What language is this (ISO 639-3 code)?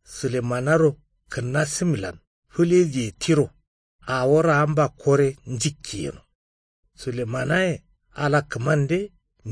kau